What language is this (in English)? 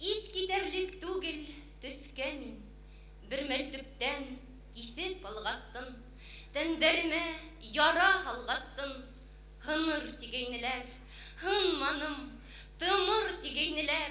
Bashkir